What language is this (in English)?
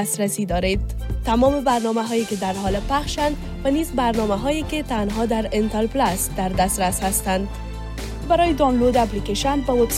Persian